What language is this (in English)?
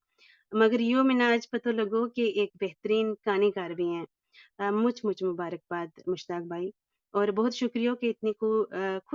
Gujari